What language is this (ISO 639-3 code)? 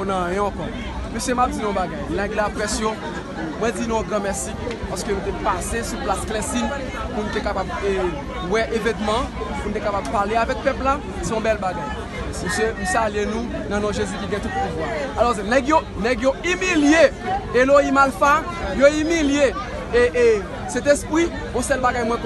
hat